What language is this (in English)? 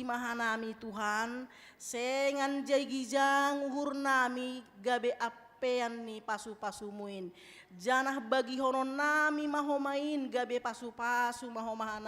Batak Simalungun